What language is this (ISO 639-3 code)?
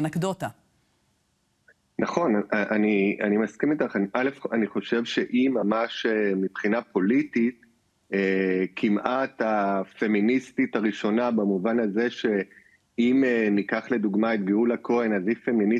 heb